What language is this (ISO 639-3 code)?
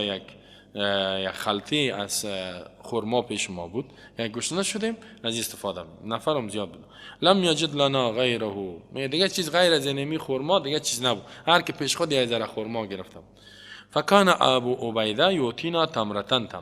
fas